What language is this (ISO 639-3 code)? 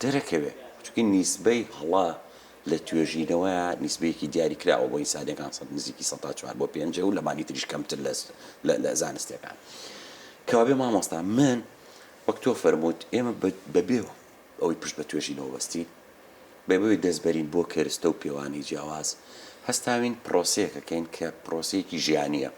ckb